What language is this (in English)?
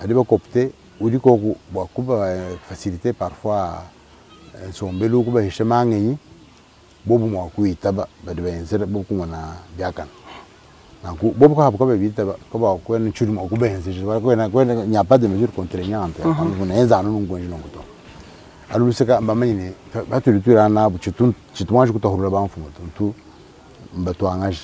Luba-Lulua